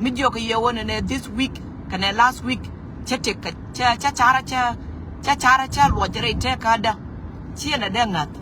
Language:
Nuer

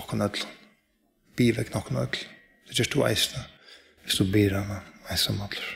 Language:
Faroese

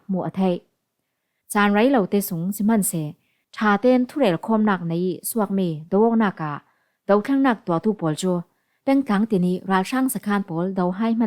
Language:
Falam Chin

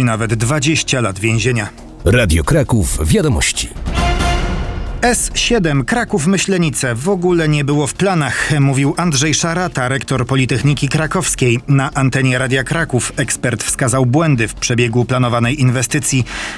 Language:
Polish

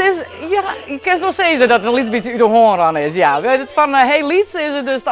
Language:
Western Frisian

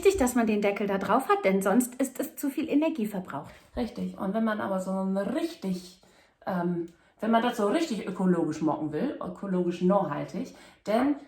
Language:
Low German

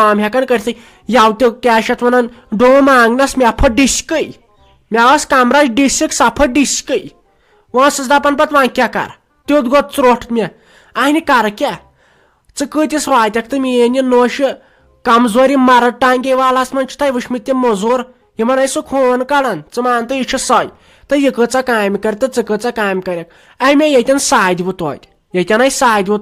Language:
Kashmiri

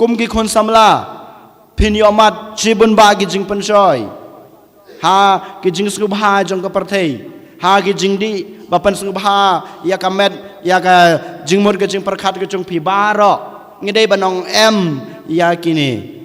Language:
Khasi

